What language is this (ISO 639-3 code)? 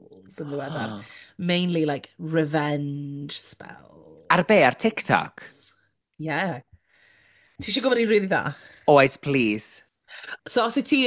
cym